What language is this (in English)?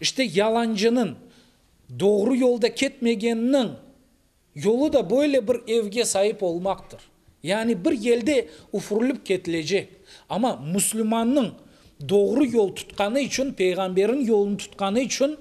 Crimean Tatar